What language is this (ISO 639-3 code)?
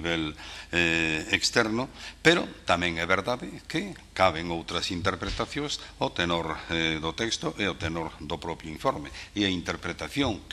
glg